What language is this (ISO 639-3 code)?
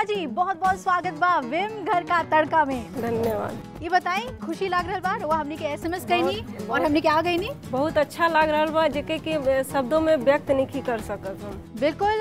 bho